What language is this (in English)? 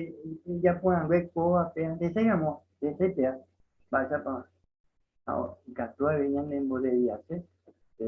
Guarani